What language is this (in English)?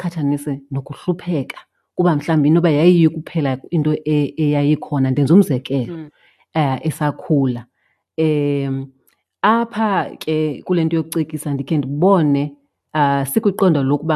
Xhosa